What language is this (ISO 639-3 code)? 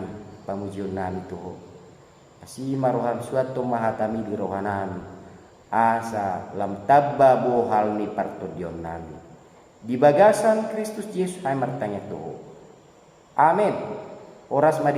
bbc